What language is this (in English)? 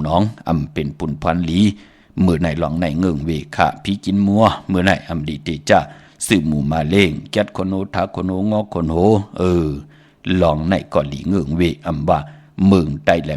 Shan